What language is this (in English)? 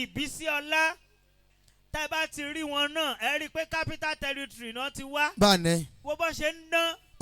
Yoruba